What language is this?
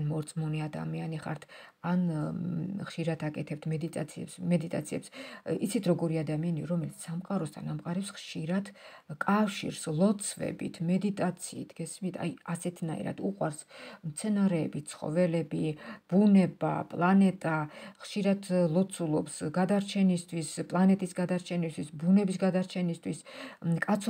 Georgian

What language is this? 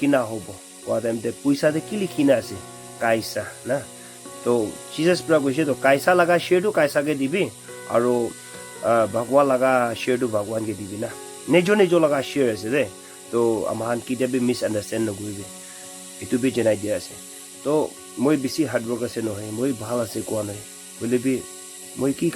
Naga Pidgin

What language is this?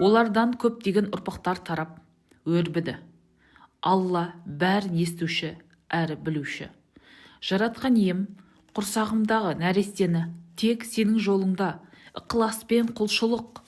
Kazakh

